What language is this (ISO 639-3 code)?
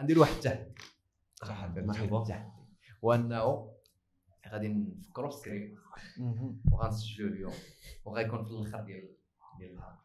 ary